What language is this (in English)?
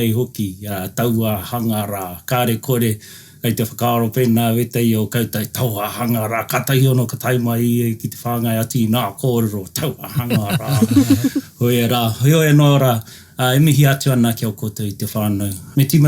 Māori